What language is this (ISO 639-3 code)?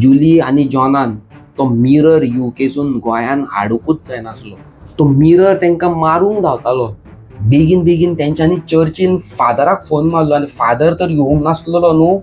kok